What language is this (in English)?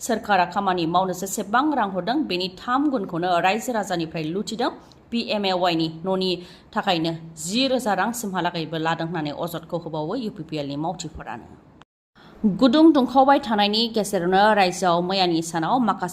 Bodo